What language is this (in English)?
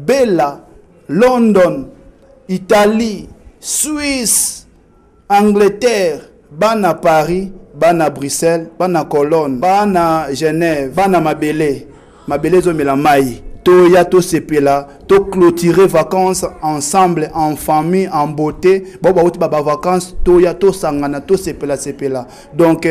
Lingala